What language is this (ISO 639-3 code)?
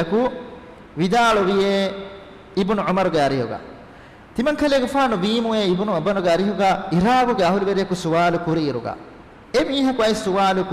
div